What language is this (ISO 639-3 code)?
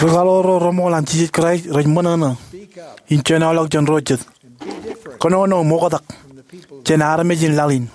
mah